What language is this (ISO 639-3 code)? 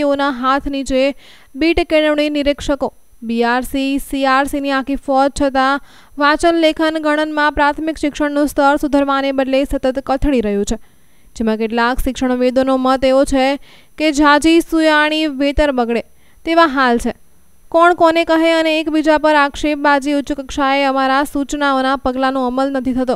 guj